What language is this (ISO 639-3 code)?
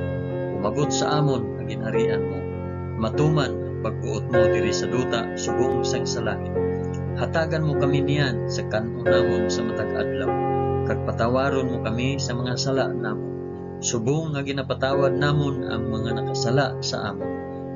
hil